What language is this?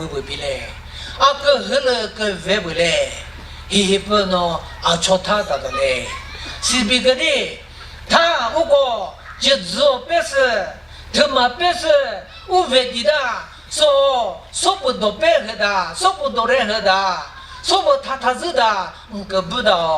Chokri Naga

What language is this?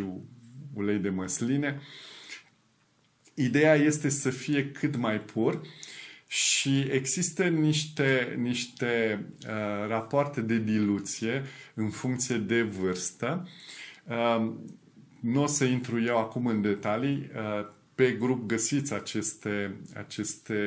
Romanian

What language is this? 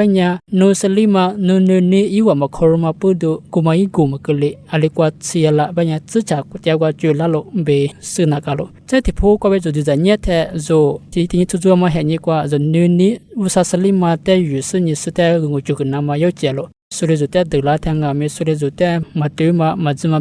Lisu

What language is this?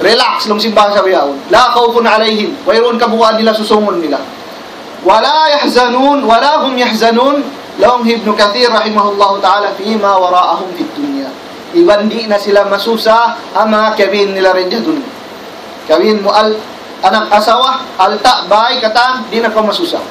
Tausug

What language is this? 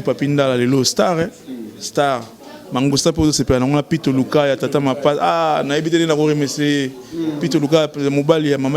Lingala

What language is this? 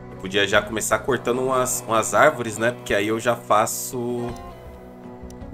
Portuguese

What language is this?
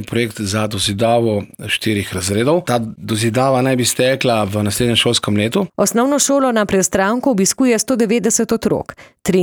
Slovenian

